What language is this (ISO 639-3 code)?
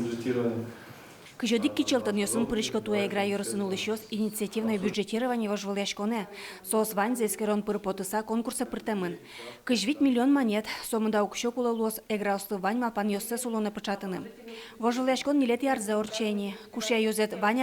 udm